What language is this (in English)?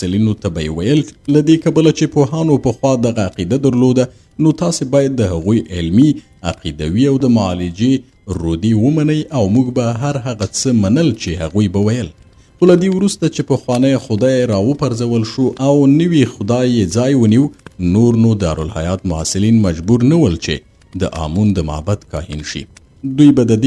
Pashto